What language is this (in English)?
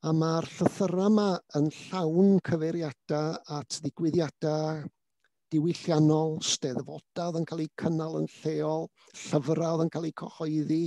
Welsh